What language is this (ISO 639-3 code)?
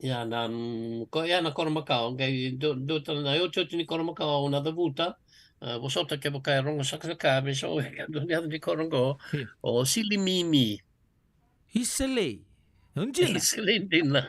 fij